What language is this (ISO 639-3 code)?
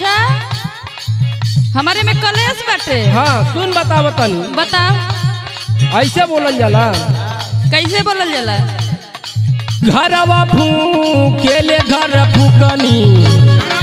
bho